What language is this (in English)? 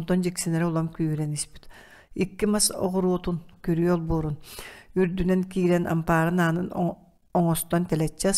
Yakut